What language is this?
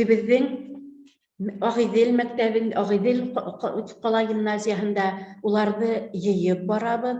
Bashkir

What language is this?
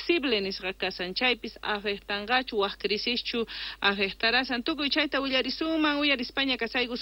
South Bolivian Quechua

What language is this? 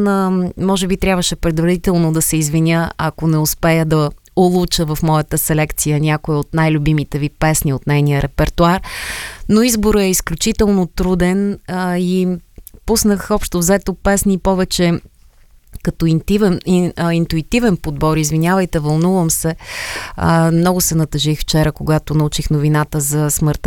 Bulgarian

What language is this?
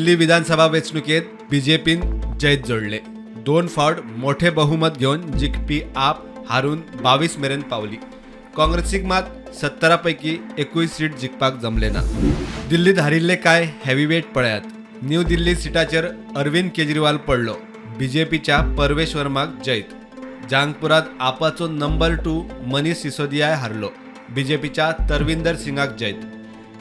Konkani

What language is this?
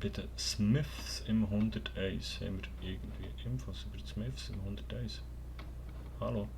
Swiss German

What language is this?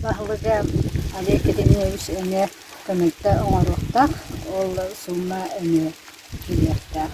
Yakut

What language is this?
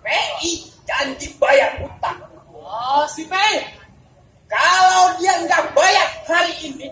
Betawi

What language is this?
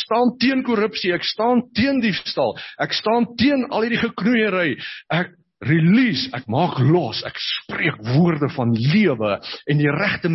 Afrikaans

